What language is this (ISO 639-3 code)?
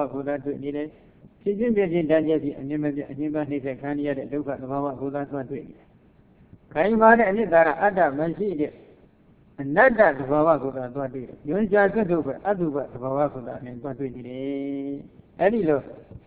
mya